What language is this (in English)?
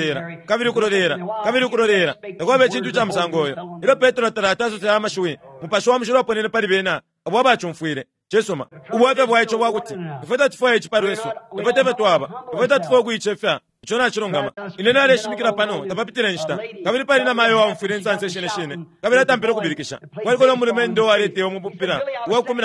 Bemba